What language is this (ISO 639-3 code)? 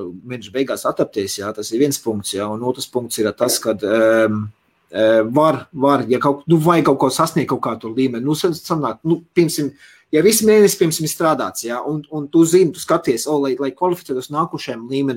lav